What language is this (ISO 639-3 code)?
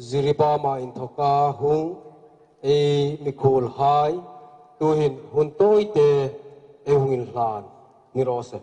hmr